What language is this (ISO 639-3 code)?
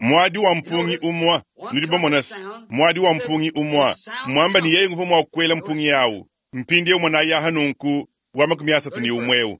lua